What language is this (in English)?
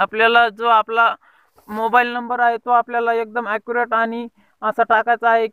Marathi